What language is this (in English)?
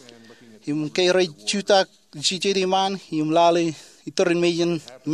Marshallese